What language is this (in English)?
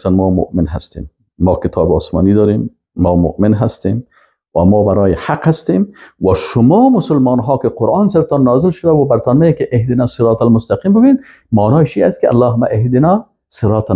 Persian